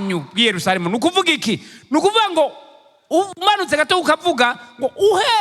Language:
Rundi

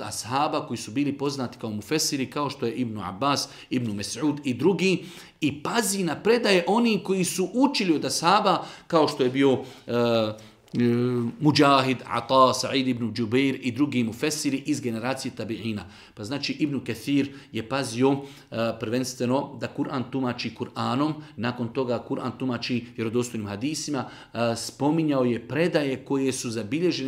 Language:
Bosnian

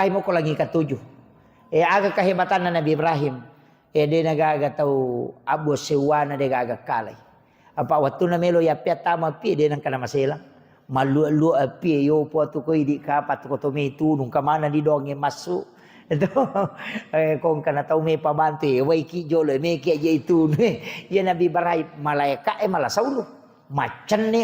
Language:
Buginese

